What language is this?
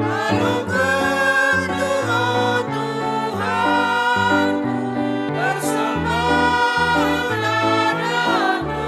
Batak Karo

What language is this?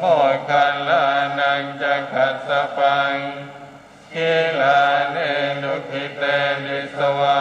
Pali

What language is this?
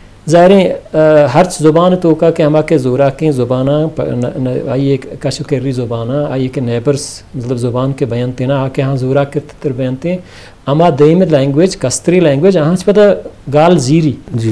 Eastern Balochi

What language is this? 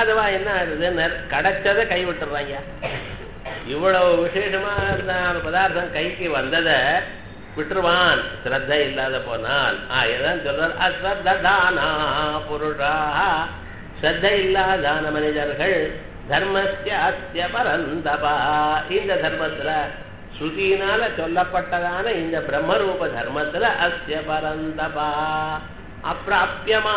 Tamil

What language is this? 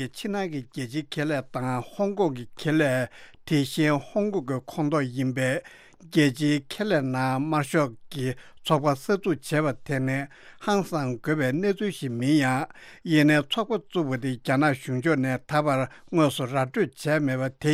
Tibetan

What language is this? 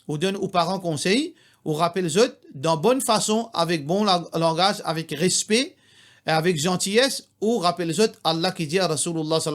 Morisyen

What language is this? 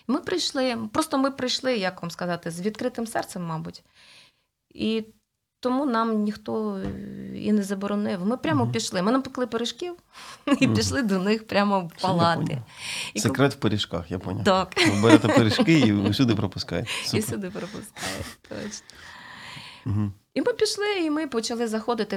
Ukrainian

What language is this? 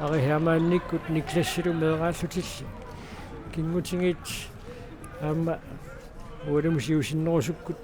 Kalaallisut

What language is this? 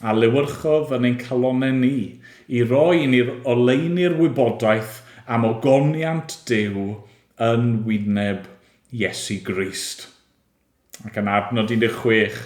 Welsh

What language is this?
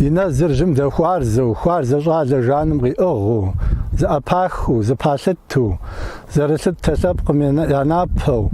Kabardian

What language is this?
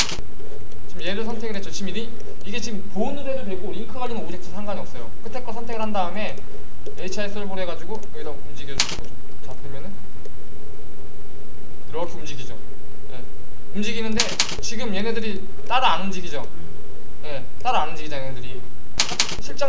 Korean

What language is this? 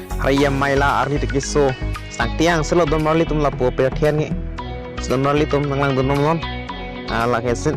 Karbi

